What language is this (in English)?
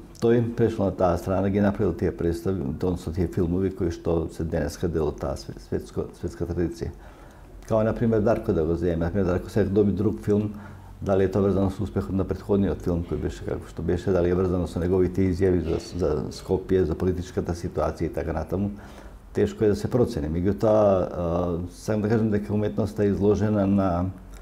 Macedonian